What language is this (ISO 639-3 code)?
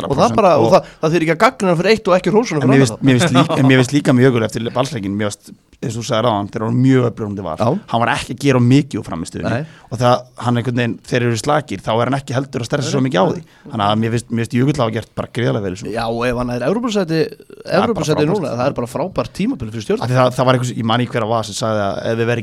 isl